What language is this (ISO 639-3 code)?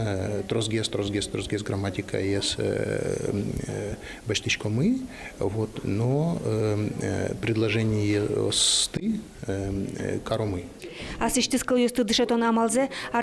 udm